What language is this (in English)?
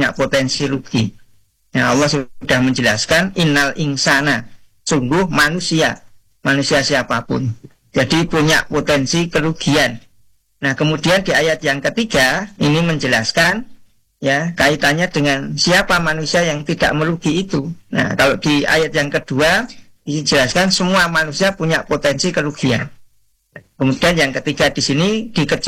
Indonesian